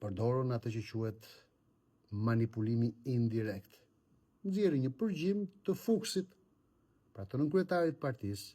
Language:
Albanian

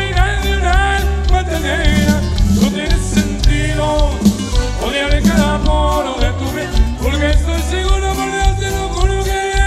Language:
Spanish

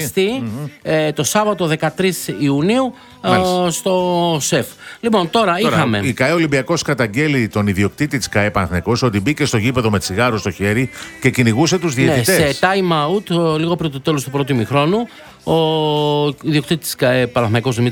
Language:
Greek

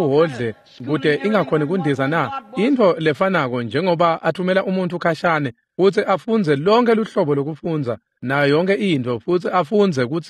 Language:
Swati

